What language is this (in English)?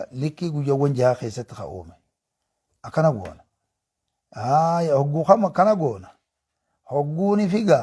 Oromo